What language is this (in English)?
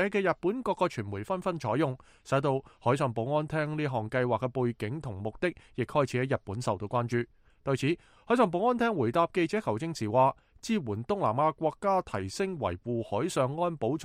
Cantonese